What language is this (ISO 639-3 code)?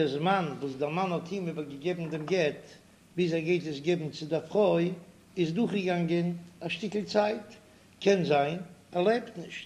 yid